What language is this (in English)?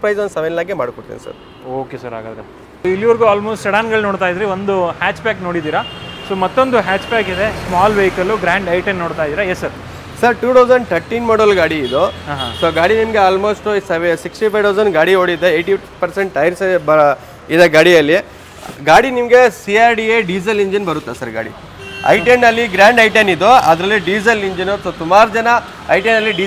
Kannada